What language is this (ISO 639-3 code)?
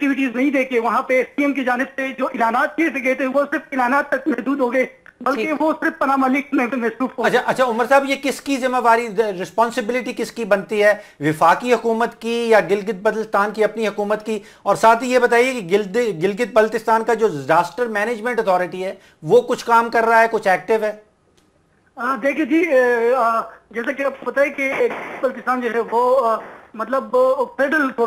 urd